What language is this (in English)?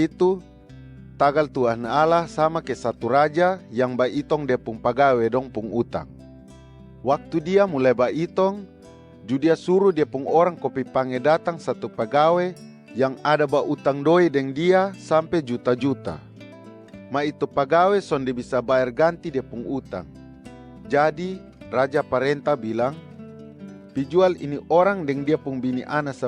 Kupang Malay